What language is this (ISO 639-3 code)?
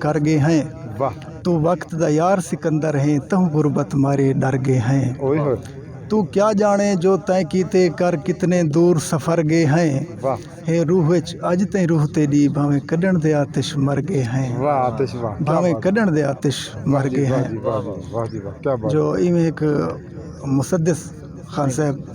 skr